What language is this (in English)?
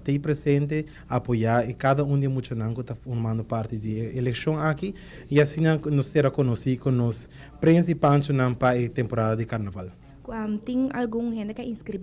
Papiamento